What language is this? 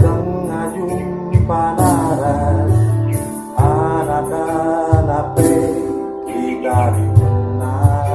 Batak Karo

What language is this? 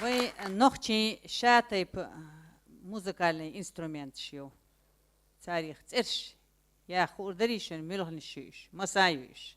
Chechen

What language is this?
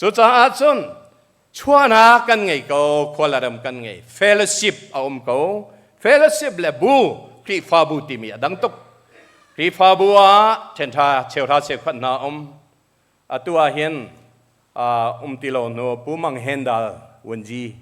Hakha Chin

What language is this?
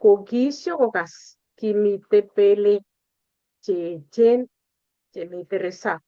Kalenjin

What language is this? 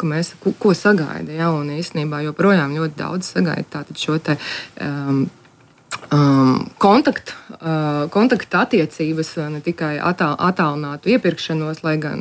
Latvian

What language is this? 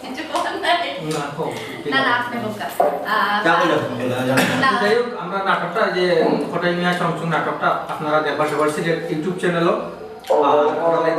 Sylheti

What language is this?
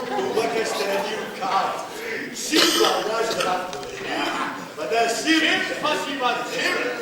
Ossetic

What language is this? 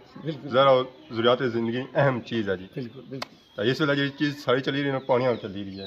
Pahari-Potwari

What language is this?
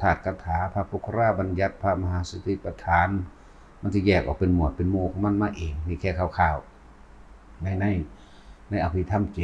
Northeastern Thai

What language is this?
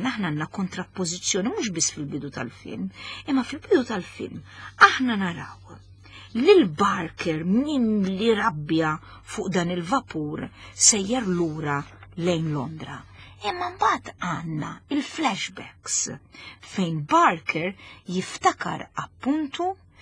Maltese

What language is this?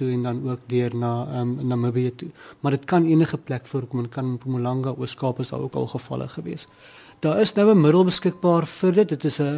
Afrikaans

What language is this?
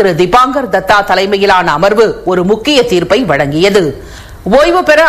Tamil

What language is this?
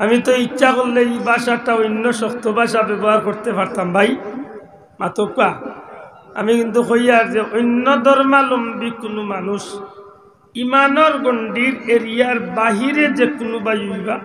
Sylheti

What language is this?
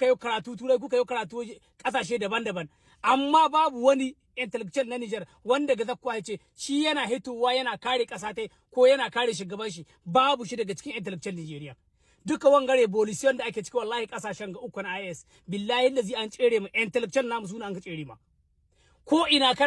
Hausa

